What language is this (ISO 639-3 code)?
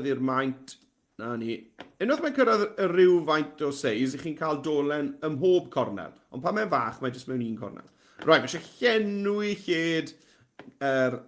cym